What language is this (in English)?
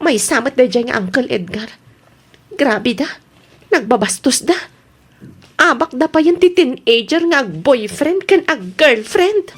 Iloko